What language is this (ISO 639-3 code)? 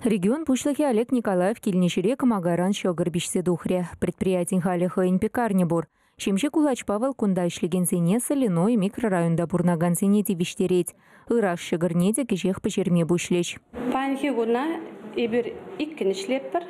chv